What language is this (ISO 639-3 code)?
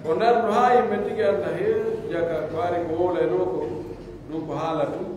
fuf